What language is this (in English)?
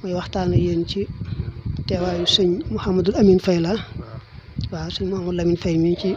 Wolof